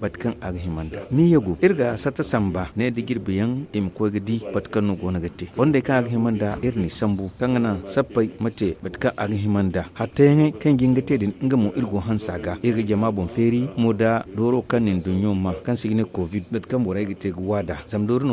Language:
Zarma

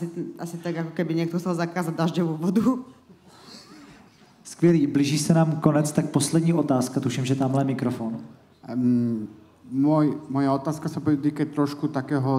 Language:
Slovak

